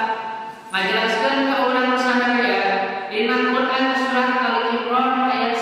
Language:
Sundanese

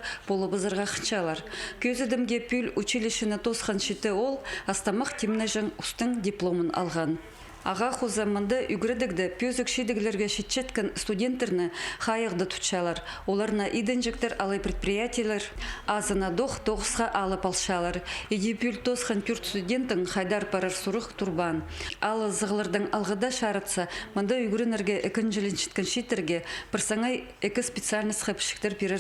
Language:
Khakas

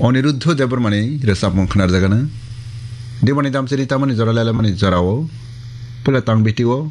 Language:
Kok Borok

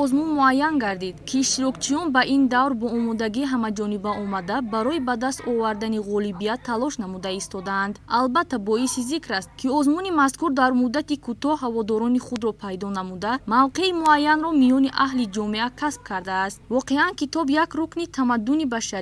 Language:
Tajik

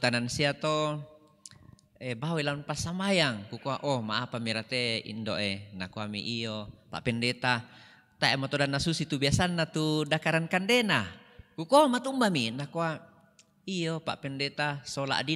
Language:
Toraja-Sa'dan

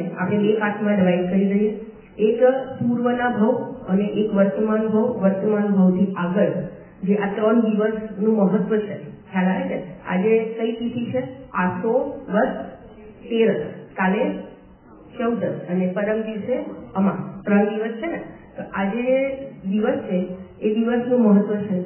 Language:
Gujarati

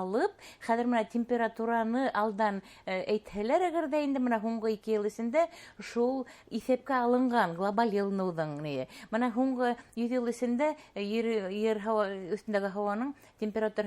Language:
Bashkir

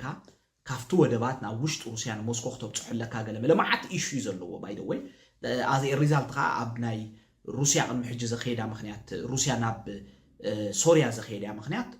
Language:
Tigrinya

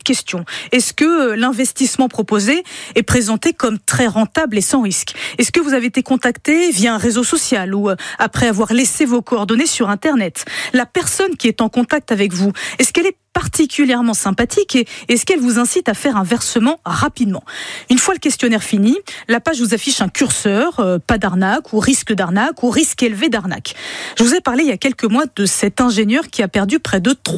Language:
French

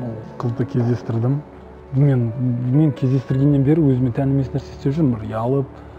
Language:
Kazakh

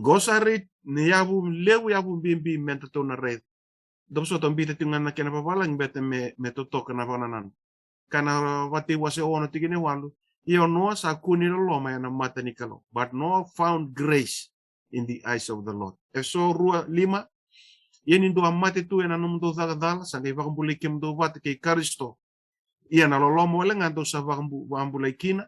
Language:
Fijian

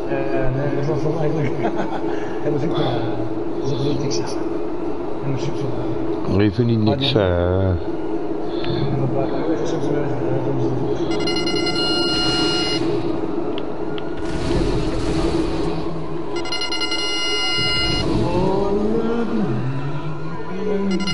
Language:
Dutch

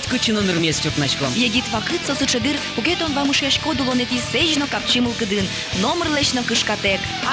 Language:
Udmurt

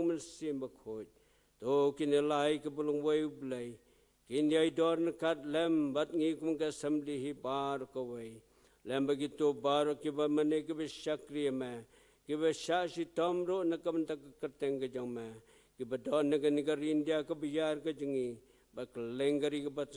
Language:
Khasi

